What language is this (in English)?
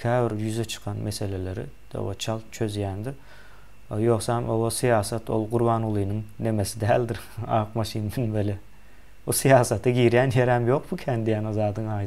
Turkmen